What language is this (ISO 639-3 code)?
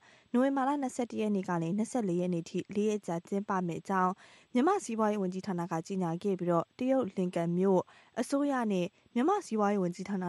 mya